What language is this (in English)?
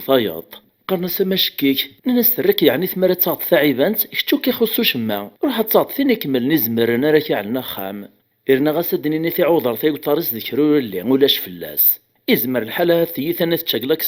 Kabyle